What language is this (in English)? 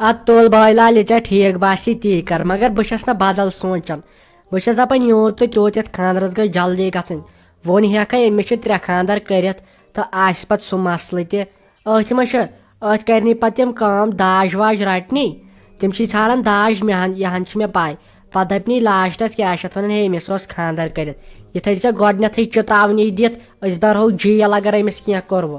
Kashmiri